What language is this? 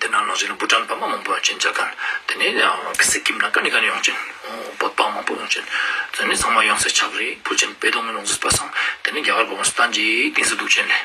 Ladakhi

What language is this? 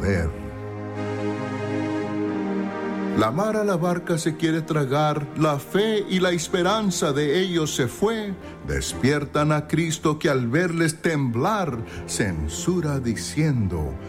Spanish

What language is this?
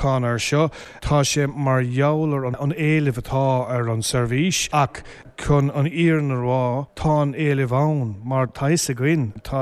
Irish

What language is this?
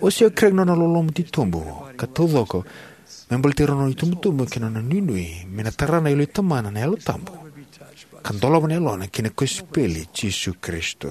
Fijian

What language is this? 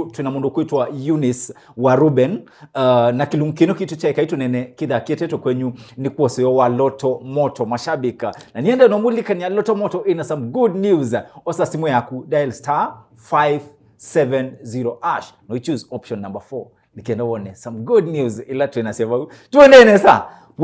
Kamba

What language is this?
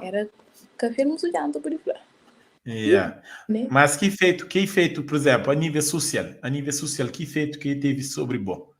Kabuverdianu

